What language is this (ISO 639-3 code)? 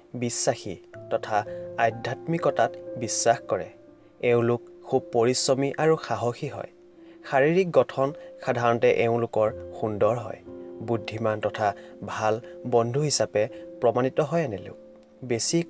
asm